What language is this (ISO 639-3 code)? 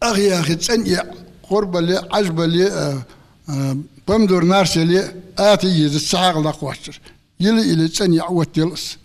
inh